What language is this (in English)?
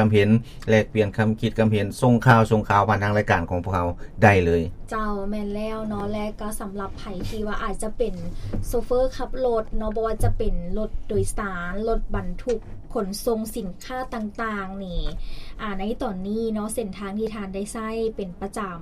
Lao